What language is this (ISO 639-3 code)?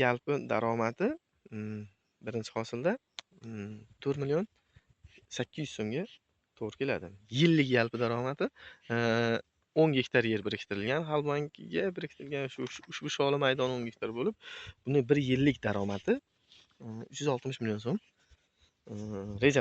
uzb